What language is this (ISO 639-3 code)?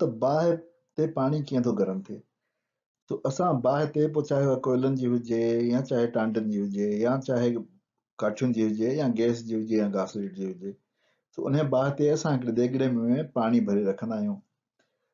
snd